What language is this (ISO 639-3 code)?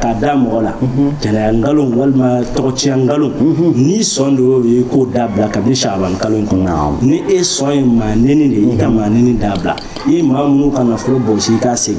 bam